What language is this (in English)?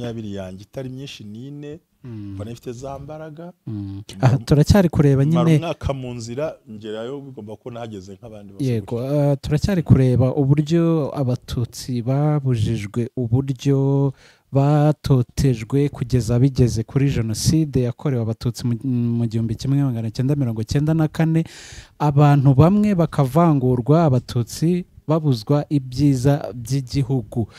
Kinyarwanda